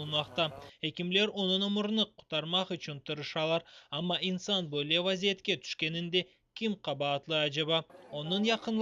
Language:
Crimean Tatar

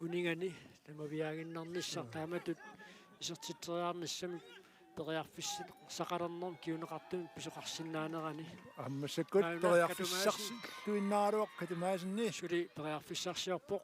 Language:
Kalaallisut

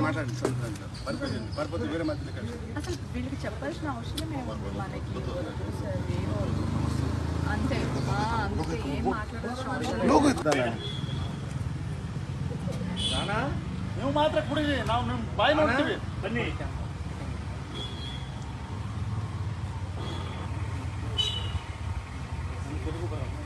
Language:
Telugu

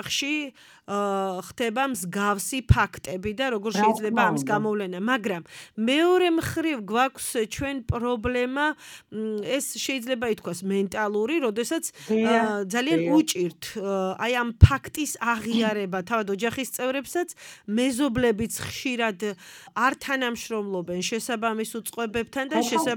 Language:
Georgian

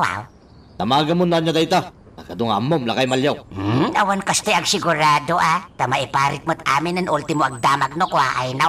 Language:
Iloko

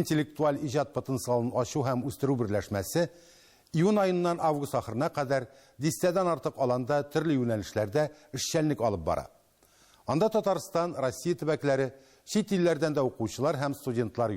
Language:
Tatar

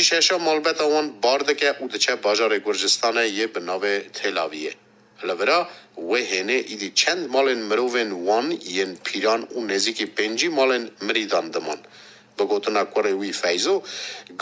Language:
Kurdish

